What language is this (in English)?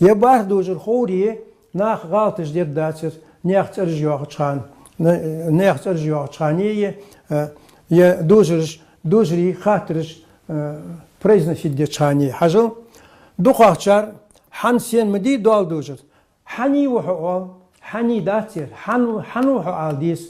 Ingush